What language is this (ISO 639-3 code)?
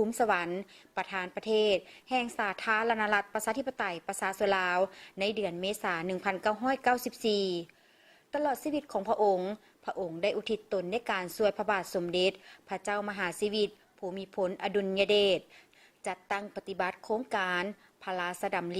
lao